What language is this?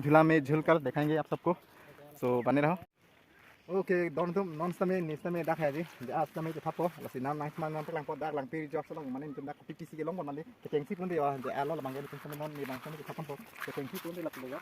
Karbi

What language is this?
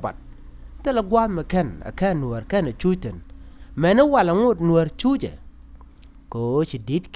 Nuer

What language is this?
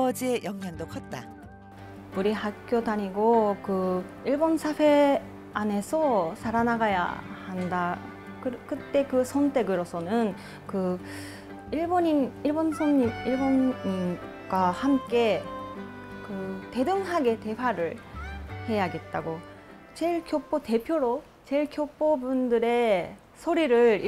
Korean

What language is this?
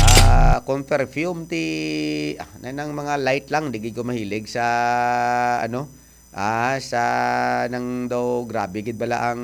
Hiligaynon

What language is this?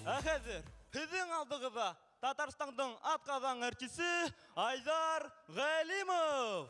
Bashkir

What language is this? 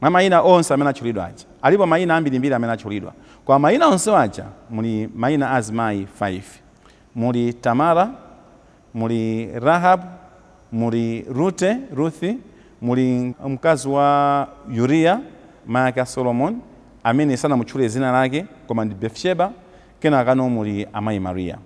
Nyanja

